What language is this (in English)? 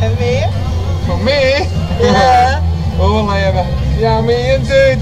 Western Frisian